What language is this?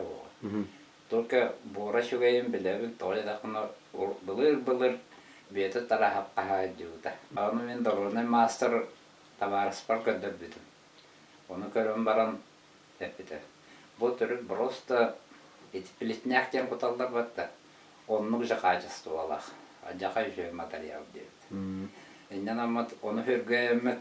Yakut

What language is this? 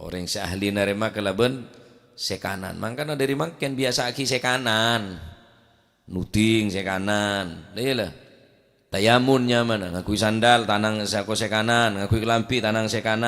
Madurese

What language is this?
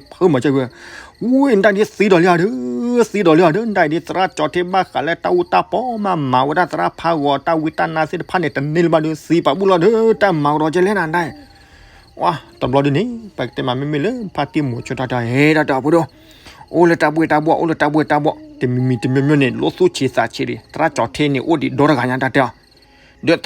S'gaw Karen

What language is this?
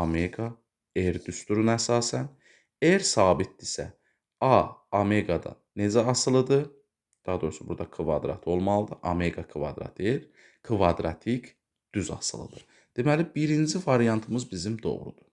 Azerbaijani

